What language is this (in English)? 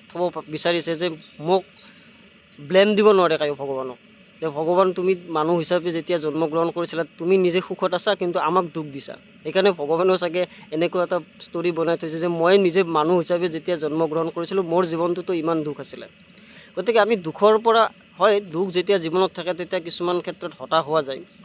Assamese